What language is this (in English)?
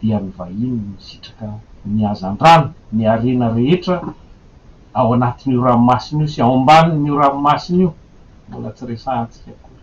Malagasy